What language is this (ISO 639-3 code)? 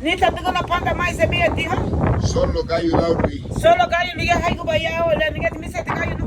cab